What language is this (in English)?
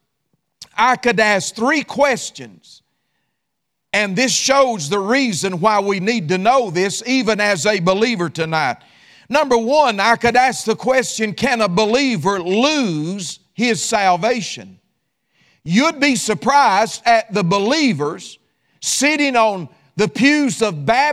English